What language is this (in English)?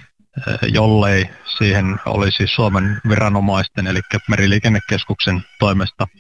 Finnish